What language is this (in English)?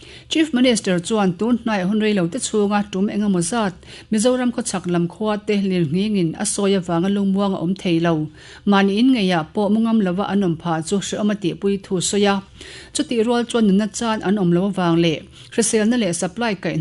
Mizo